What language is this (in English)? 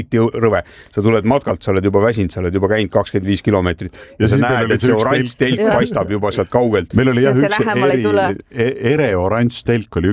Estonian